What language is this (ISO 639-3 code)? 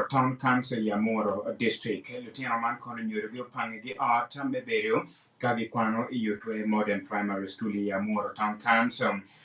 ach